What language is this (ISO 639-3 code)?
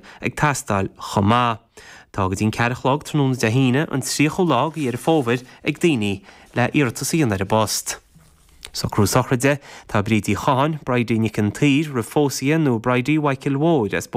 gle